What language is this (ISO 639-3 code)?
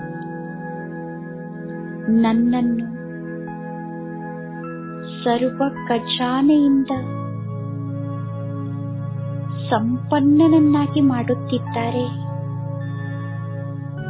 kan